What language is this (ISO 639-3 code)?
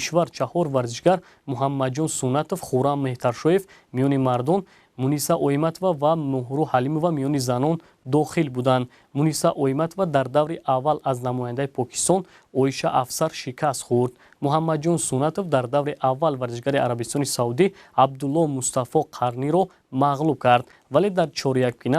tgk